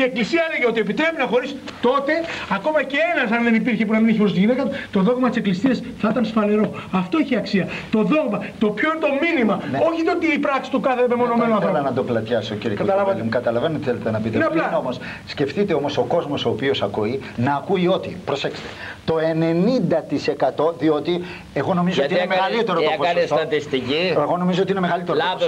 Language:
Greek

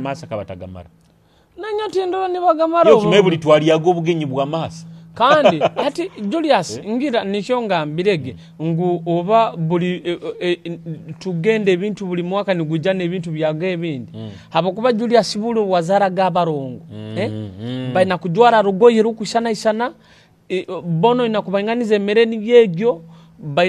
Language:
Nyoro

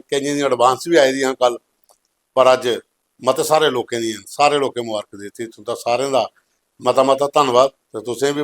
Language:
Dogri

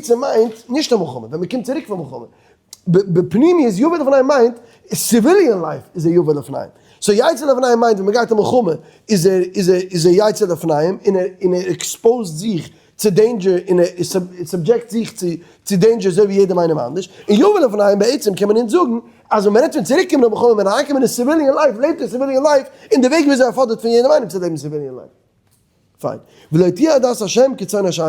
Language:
Yiddish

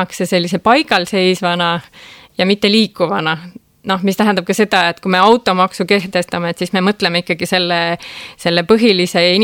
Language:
Estonian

